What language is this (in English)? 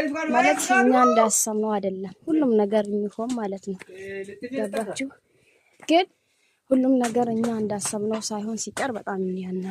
Amharic